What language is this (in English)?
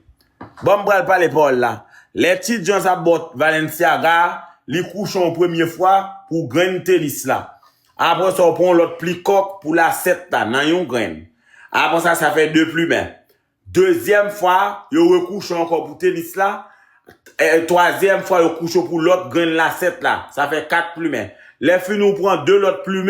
Haitian Creole